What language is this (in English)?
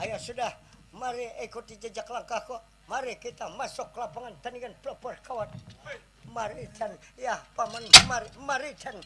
Banjar